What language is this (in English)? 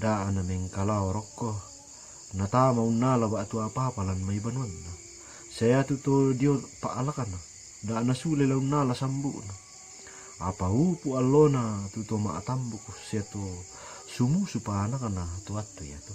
Toraja-Sa'dan